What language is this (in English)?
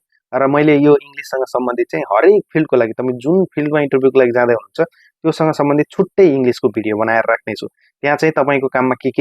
Nepali